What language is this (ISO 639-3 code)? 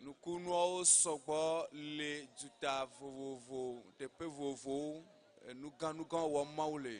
ewe